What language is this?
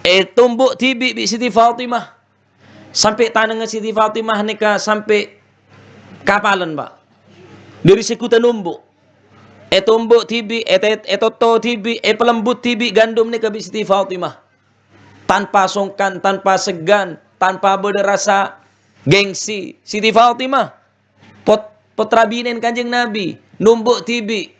Madurese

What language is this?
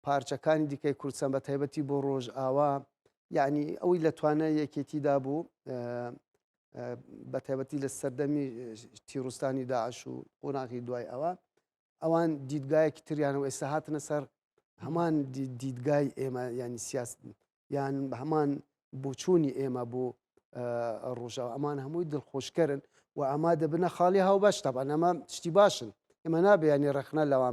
Central Kurdish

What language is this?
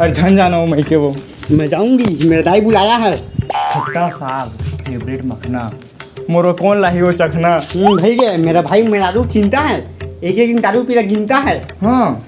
Chhattisgarhi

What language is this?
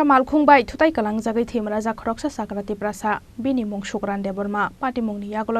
Kok Borok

